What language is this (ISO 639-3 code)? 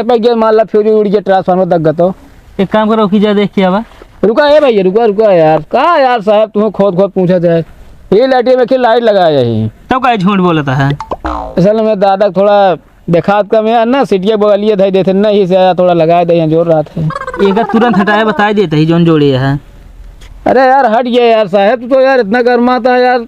awa